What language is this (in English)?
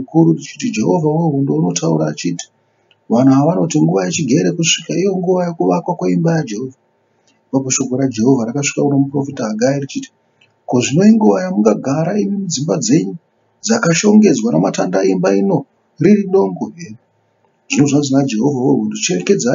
Shona